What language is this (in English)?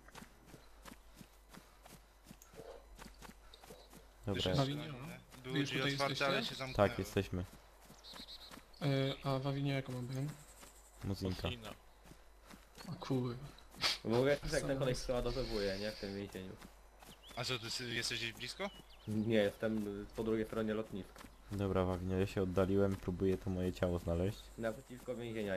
Polish